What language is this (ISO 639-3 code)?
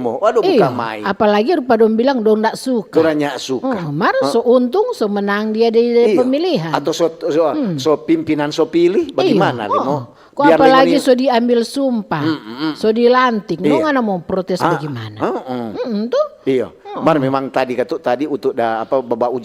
xmm